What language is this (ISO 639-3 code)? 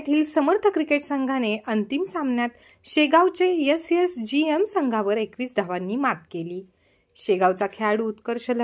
mar